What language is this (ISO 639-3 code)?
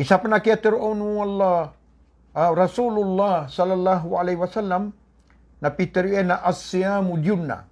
mrw